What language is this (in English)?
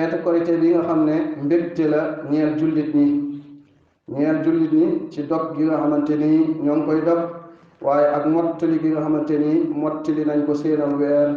Wolof